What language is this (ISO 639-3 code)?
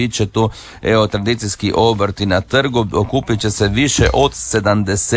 hrv